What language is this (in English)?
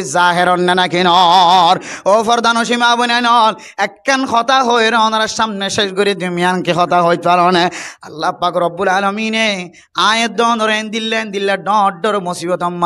Rohingya